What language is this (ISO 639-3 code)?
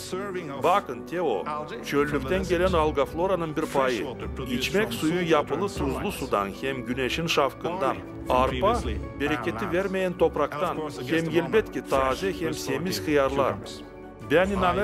gag